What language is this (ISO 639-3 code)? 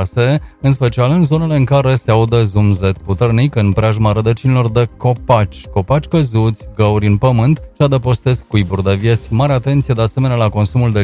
ron